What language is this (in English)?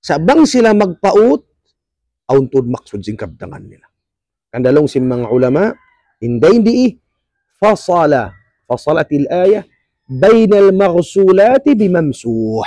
Tausug